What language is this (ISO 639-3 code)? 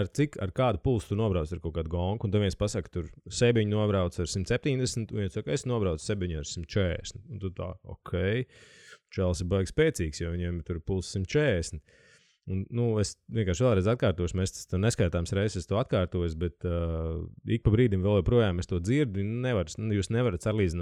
lav